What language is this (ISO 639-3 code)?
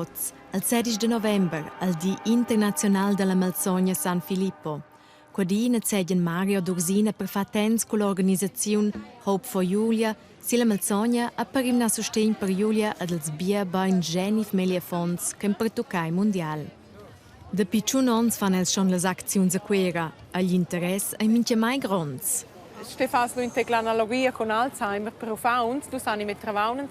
roh